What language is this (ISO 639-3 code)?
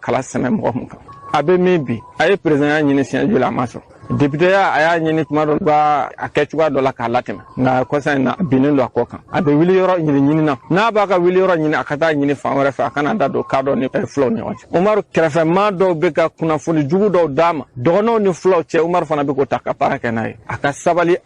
bam